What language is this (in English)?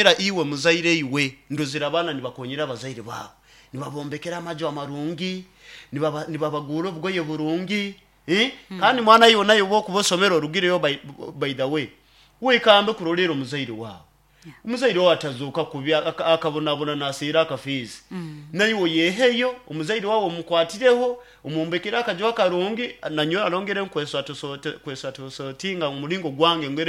Nyoro